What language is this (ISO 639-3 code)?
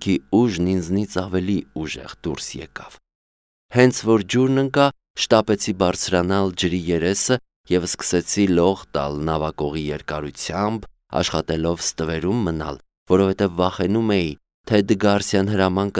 hye